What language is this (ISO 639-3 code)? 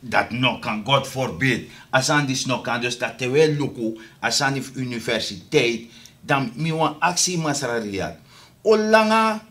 srn